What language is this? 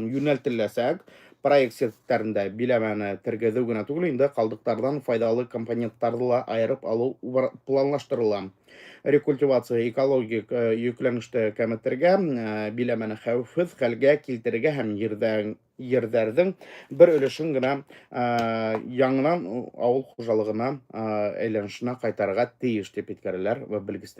Bashkir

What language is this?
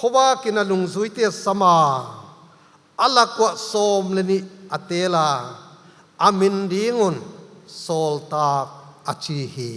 Paite Chin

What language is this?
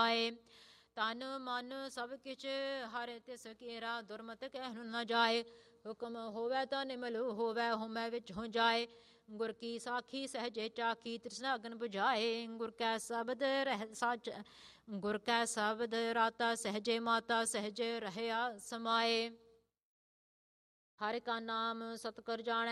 Punjabi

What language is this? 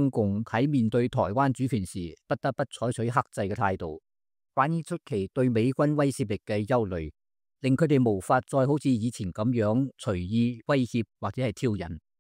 Cantonese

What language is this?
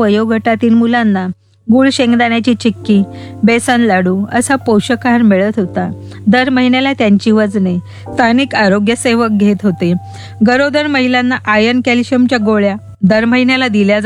Marathi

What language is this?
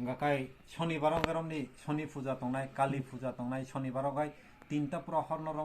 Kok Borok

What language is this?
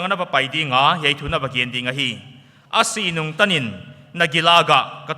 Paite Chin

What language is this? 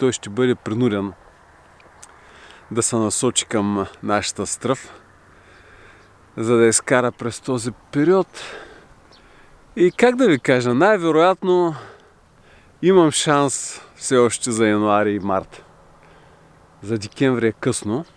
Bulgarian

